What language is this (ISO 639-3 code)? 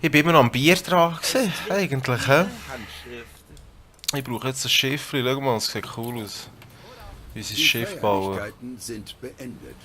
gsw